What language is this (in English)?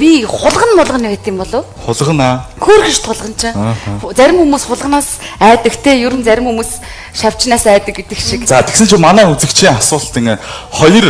Mongolian